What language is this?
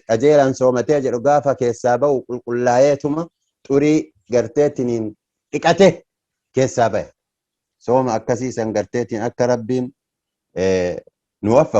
Oromo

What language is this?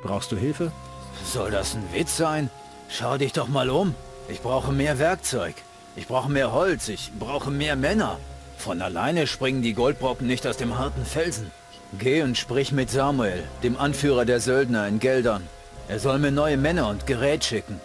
Bavarian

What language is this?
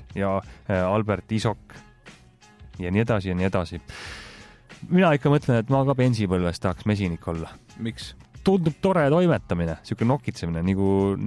Estonian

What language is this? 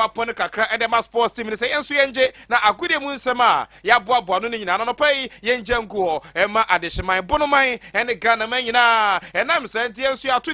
Akan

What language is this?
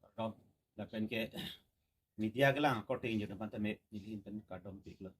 Karbi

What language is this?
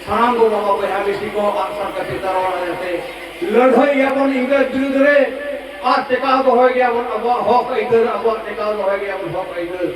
Santali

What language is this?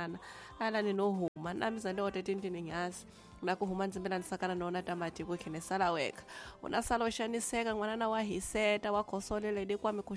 Tsonga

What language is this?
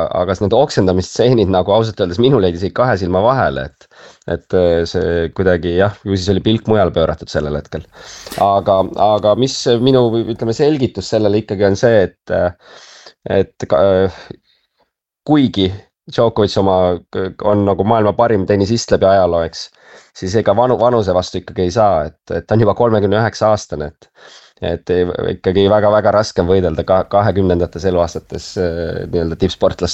Estonian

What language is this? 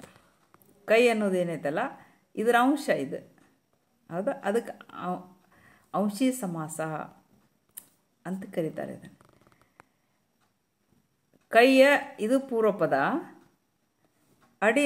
Kannada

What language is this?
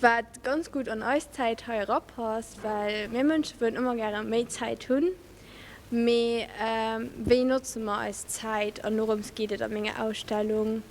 Luxembourgish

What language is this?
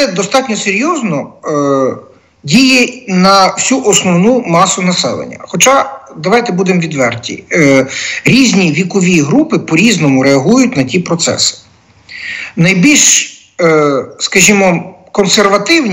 Ukrainian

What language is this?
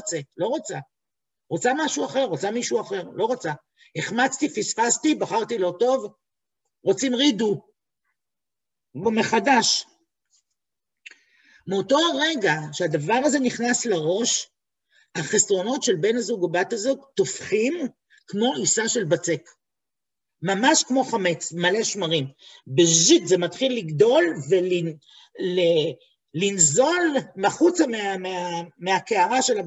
Hebrew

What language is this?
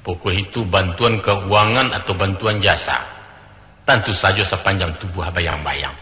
Minangkabau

